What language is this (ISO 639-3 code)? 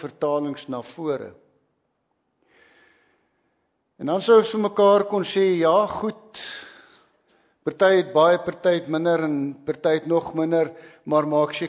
afr